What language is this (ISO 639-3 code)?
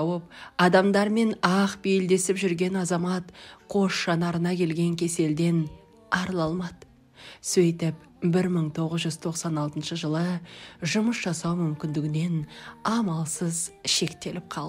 kaz